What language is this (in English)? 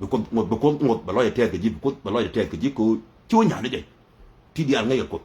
Nuer